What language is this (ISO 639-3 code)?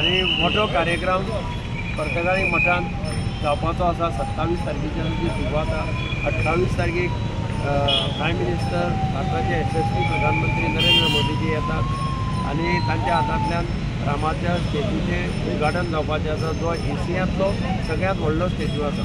kok